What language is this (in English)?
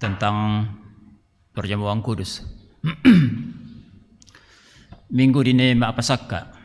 Toraja-Sa'dan